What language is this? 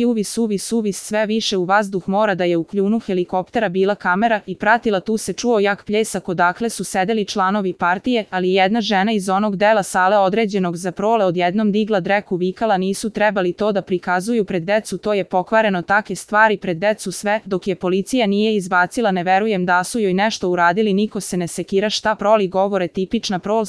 Serbian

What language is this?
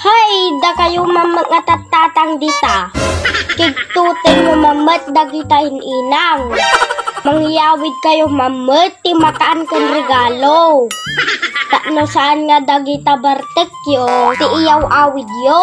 Iloko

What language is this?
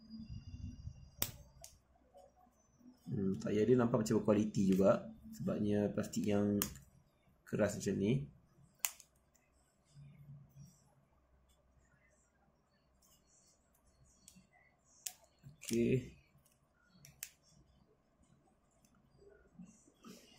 Malay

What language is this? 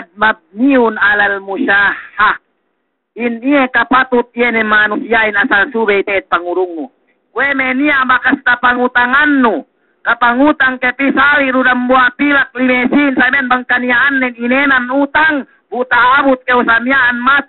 Yakan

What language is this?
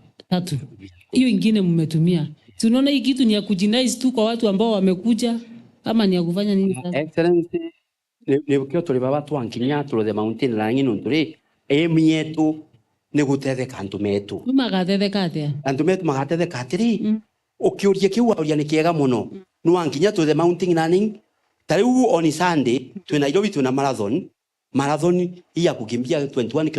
Meru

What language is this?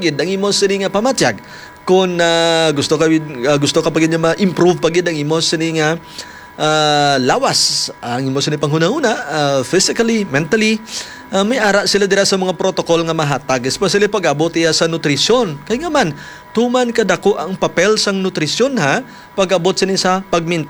Hiligaynon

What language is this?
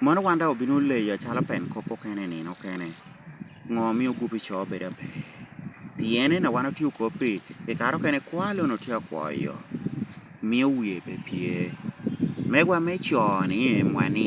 Lango (Uganda)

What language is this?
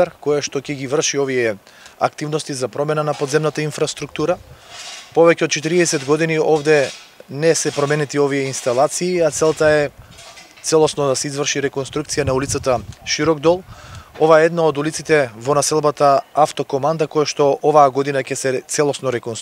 Macedonian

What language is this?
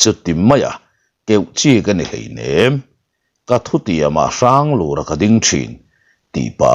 Mizo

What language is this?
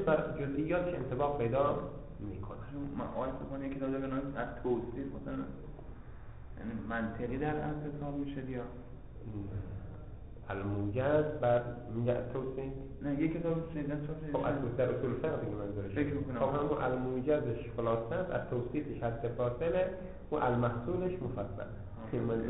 Persian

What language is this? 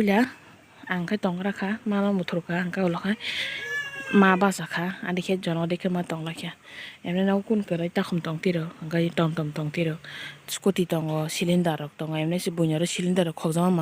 Kok Borok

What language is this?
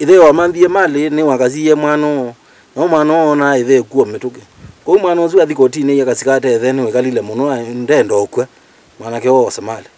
Kamba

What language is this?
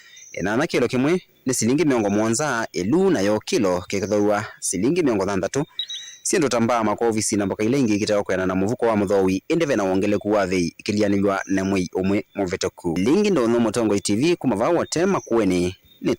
Kamba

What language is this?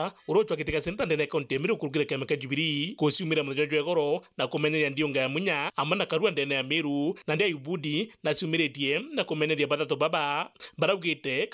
Meru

